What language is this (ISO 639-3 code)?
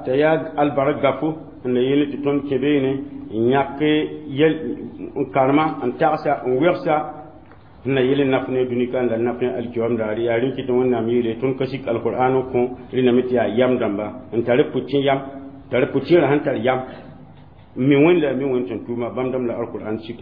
mos